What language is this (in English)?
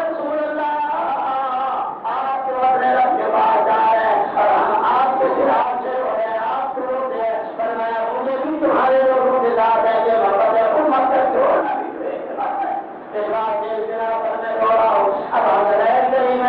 Urdu